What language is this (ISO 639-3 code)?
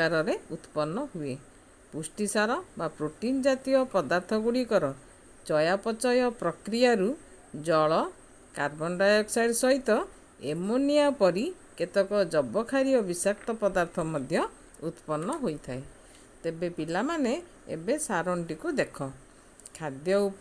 ori